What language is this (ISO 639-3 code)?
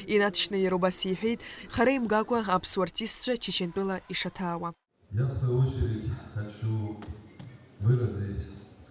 abk